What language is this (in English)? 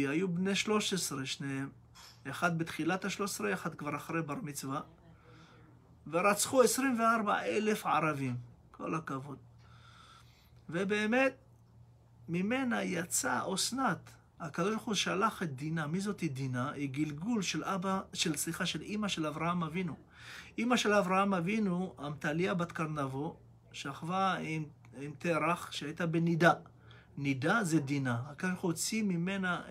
Hebrew